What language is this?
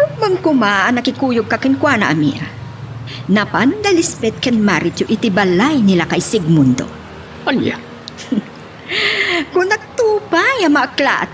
Iloko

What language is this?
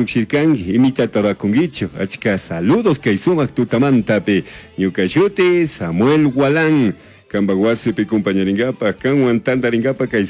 Chimborazo Highland Quichua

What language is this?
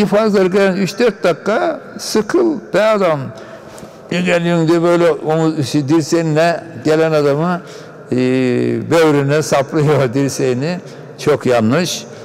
Turkish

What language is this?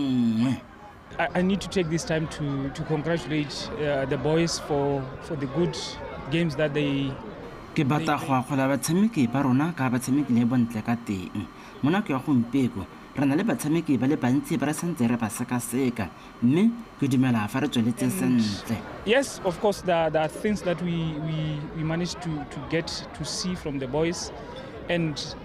Tswana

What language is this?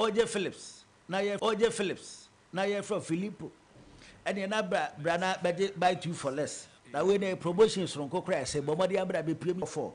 Akan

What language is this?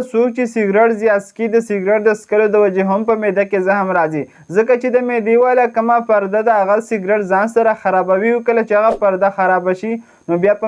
Pashto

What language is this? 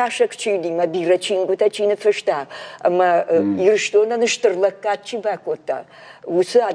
Ossetic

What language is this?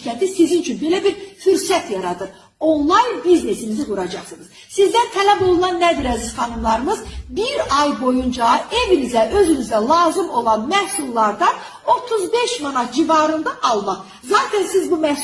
Azerbaijani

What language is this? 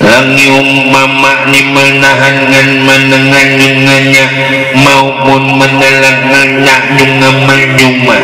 Betawi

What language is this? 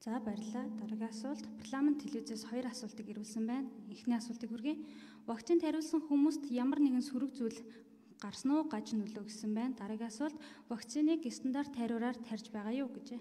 Mongolian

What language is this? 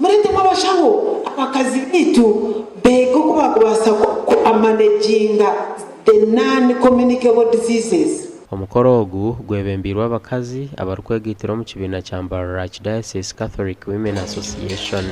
Nyankole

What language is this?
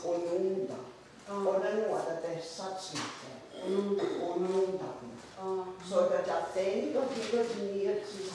Mohawk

